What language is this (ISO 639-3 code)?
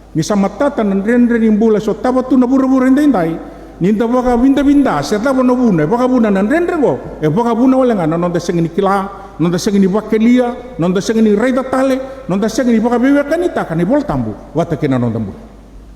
fij